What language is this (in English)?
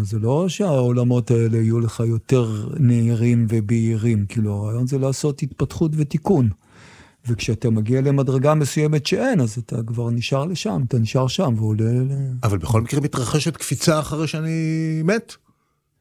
Hebrew